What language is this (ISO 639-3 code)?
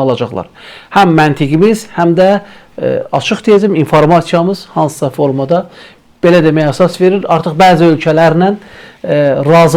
aze